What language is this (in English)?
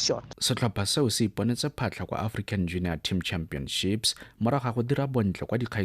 Tswana